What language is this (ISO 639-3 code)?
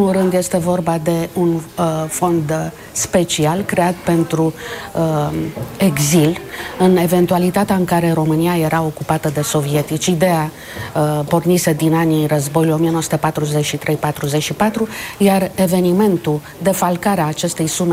ron